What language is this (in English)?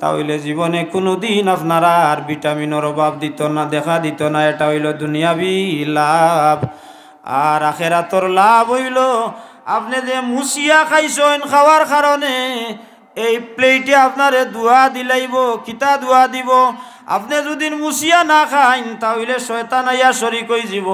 Sylheti